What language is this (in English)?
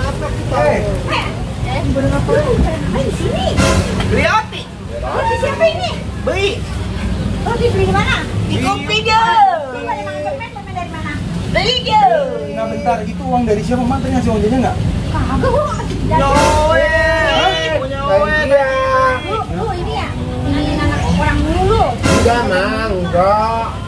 Betawi